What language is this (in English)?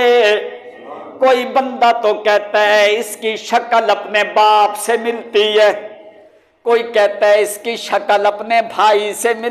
Urdu